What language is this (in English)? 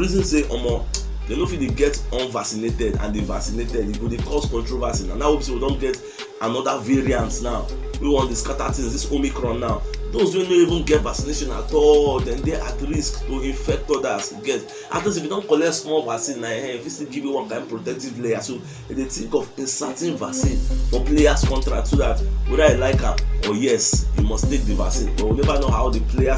Nigerian Pidgin